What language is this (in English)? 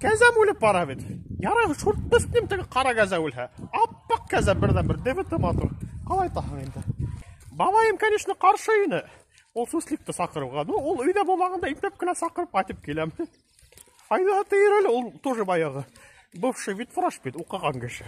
Bashkir